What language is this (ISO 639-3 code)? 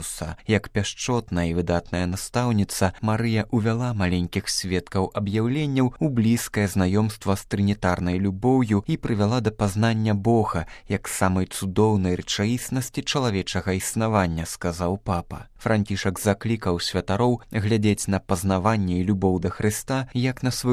bel